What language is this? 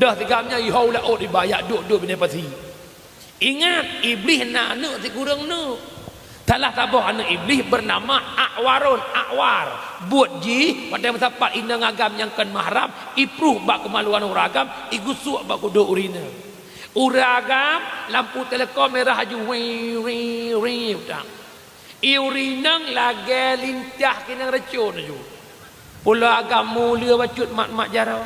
Achinese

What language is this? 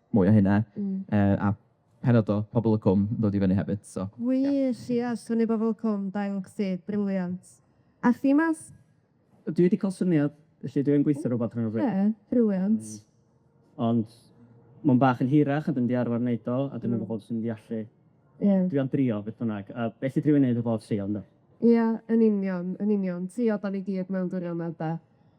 Welsh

